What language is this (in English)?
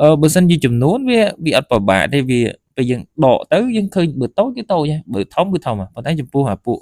Khmer